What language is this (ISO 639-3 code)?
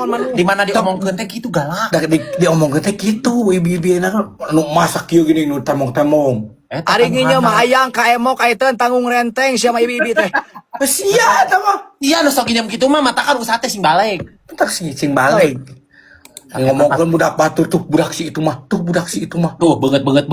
sun